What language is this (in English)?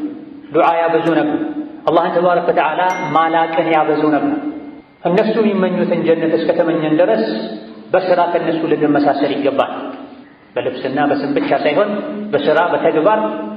Amharic